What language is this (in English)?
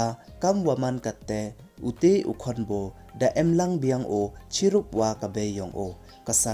Pnar